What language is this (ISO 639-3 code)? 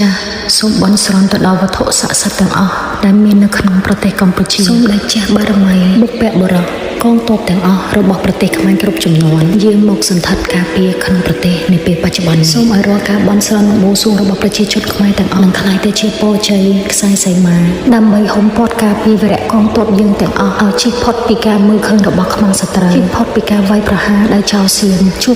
khm